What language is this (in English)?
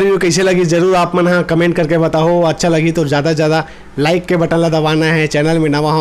Chhattisgarhi